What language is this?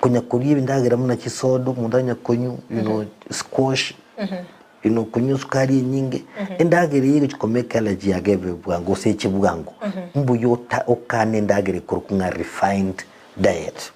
Gusii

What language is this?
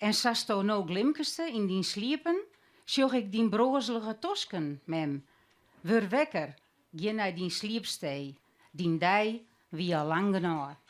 Western Frisian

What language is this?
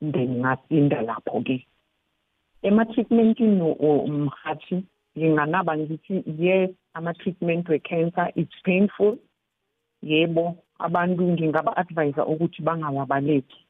South Ndebele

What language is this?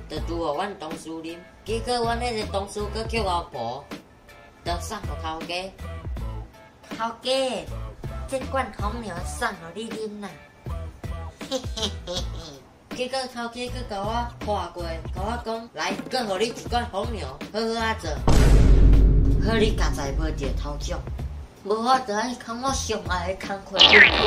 Min Nan Chinese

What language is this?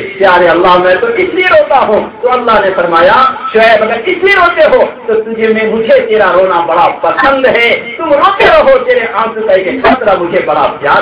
Urdu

